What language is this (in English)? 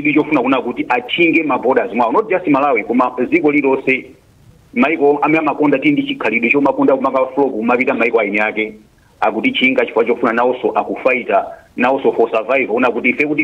Nyanja